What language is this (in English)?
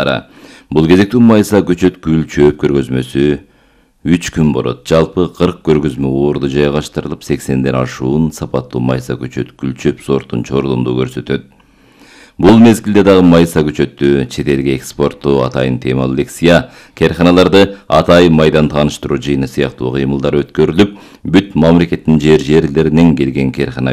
Kyrgyz